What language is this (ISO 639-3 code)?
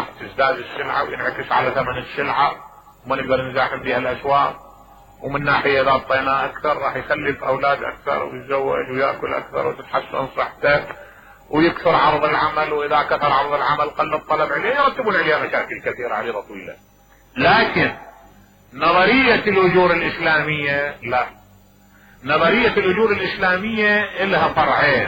acm